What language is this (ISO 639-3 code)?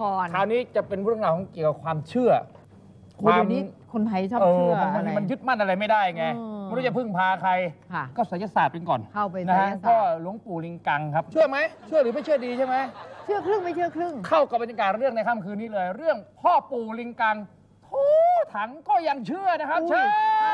tha